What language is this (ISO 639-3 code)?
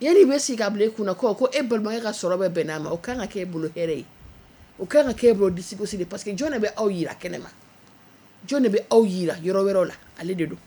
bam